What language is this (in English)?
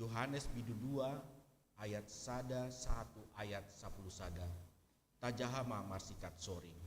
Batak Toba